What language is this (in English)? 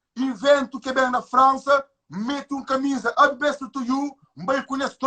Kabuverdianu